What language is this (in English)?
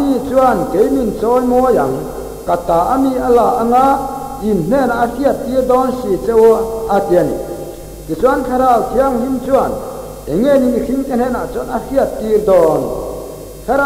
Mizo